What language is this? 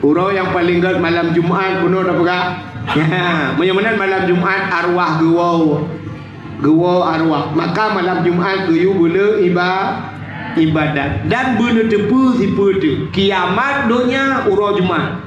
Achinese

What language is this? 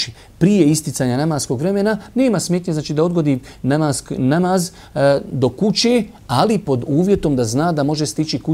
Bosnian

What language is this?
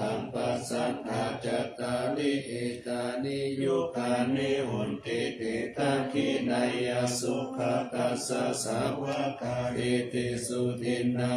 Pali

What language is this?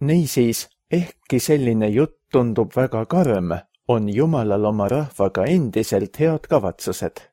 Estonian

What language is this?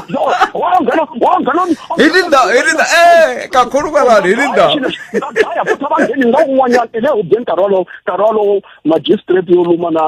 Tsonga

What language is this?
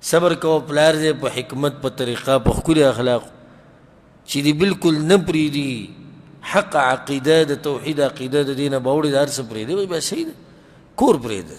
Pashto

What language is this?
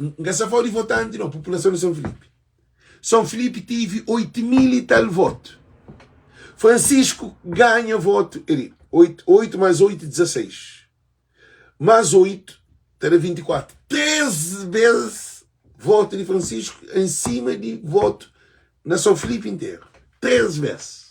Kabuverdianu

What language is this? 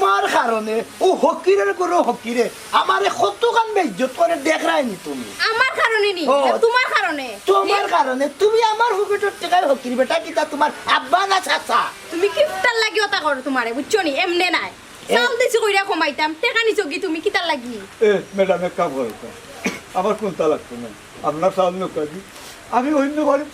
Sylheti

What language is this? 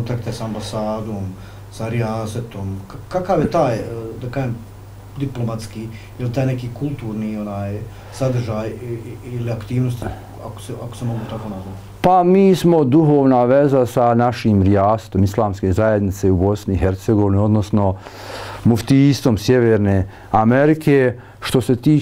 Bosnian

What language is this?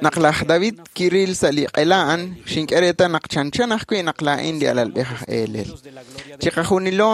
Kekchí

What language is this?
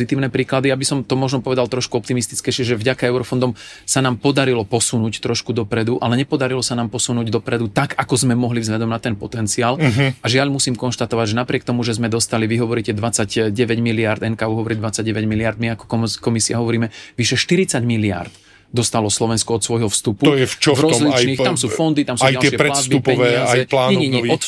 Slovak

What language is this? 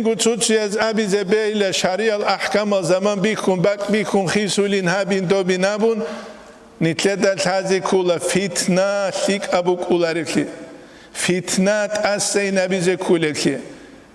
Avaric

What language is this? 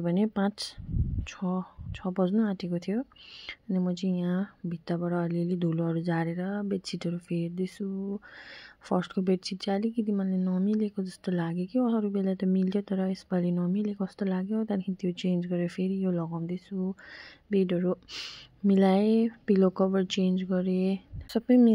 Nepali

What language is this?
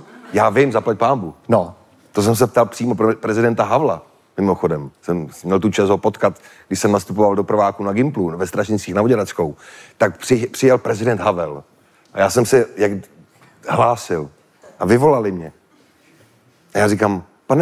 Czech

